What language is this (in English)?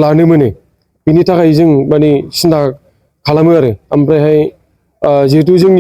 Bodo